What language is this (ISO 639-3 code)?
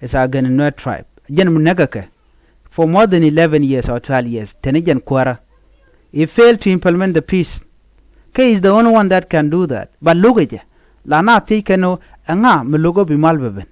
nus